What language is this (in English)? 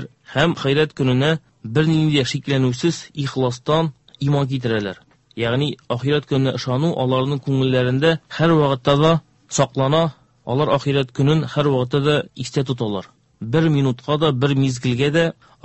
Tatar